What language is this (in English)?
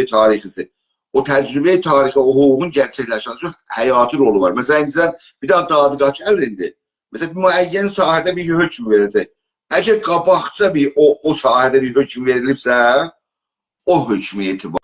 South Azerbaijani